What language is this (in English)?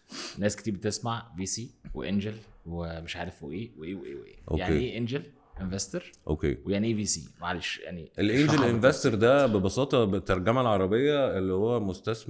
Egyptian Arabic